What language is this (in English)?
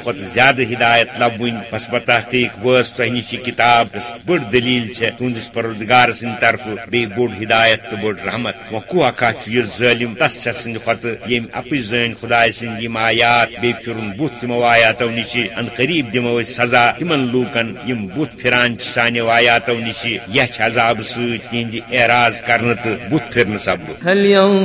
Kashmiri